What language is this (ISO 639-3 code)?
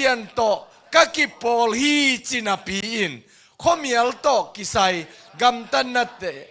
ctd